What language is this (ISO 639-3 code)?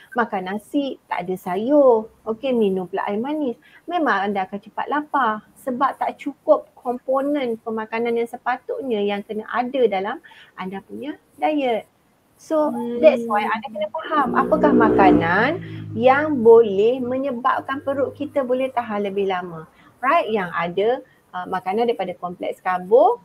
msa